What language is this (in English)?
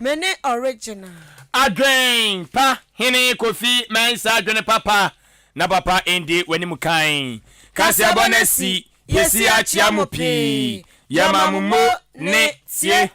Akan